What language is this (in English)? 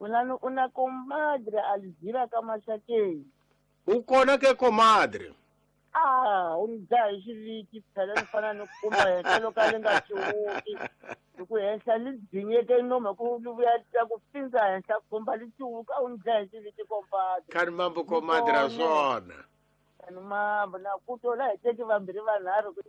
Tsonga